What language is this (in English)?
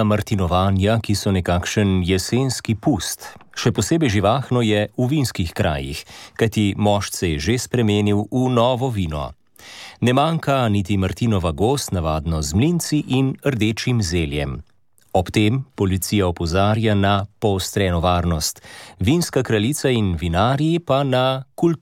Slovenian